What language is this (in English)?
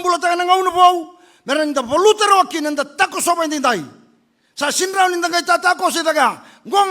Fijian